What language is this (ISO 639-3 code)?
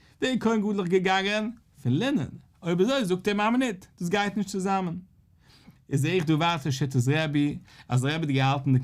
yid